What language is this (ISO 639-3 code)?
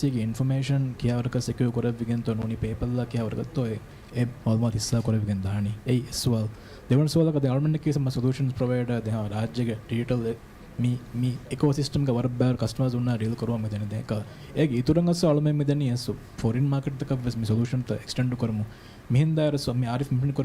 div